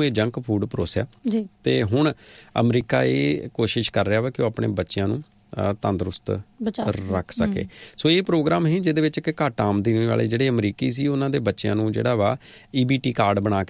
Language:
Punjabi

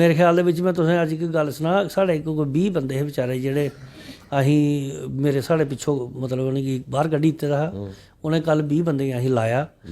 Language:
Dogri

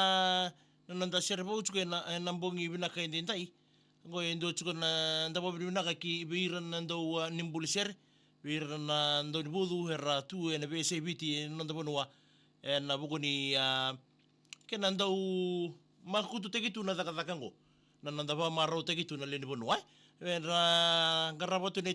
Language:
Fijian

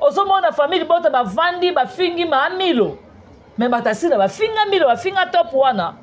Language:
Lingala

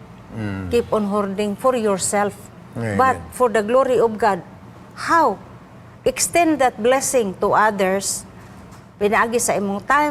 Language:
Cebuano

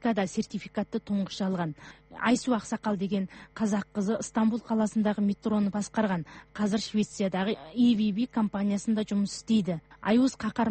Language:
Kazakh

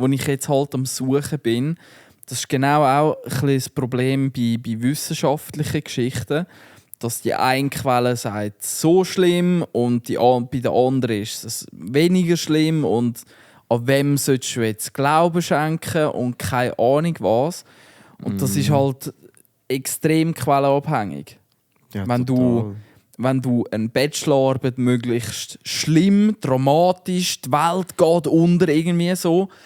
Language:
Swiss German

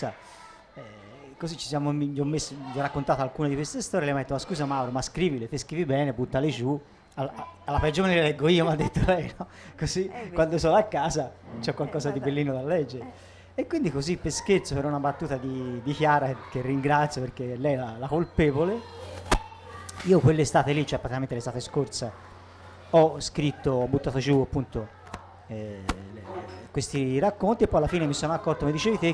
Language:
Italian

